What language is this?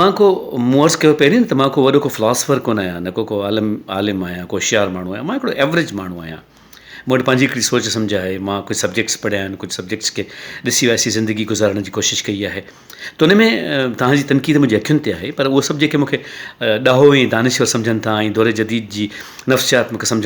Sindhi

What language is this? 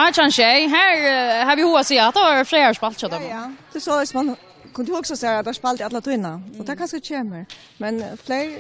Faroese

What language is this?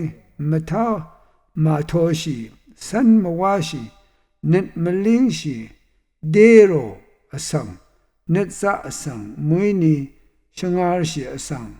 Rawang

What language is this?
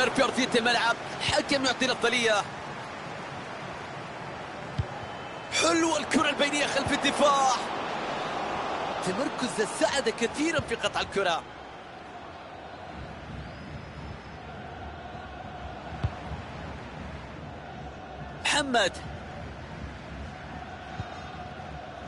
Arabic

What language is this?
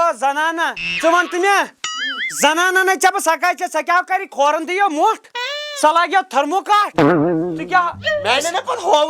Kashmiri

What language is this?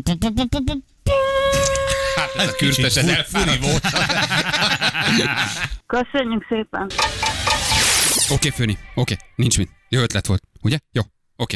Hungarian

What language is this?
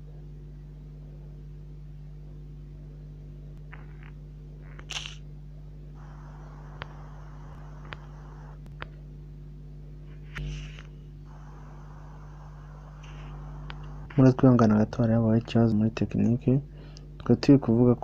Kinyarwanda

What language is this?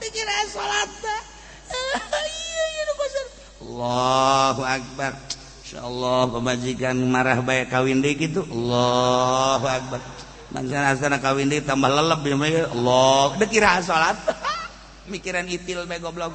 Sundanese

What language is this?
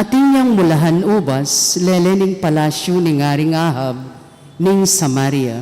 Pampanga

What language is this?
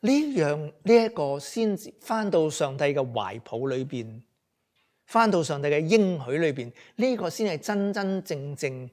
Cantonese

